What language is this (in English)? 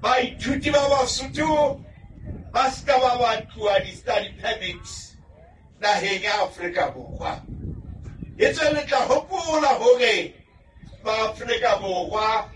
Southern Sotho